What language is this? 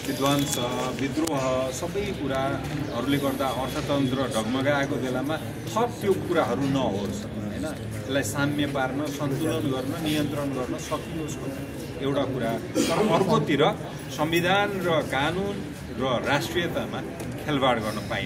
Nepali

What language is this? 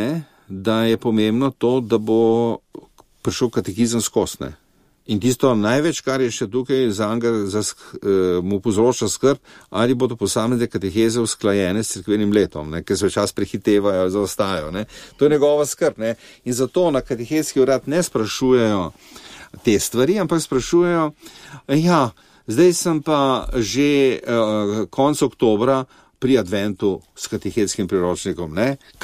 Slovenian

